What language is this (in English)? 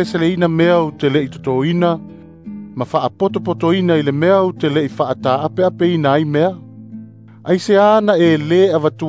Samoan